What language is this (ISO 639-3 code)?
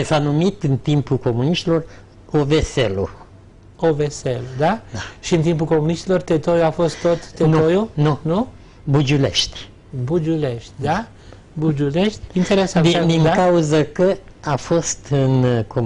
ron